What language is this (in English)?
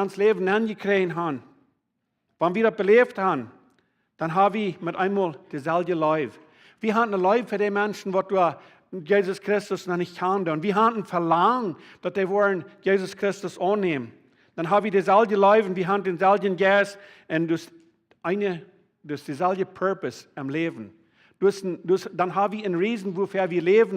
Plautdietsch